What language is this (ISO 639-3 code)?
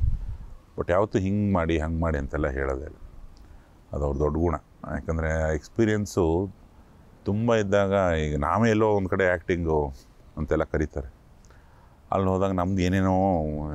kan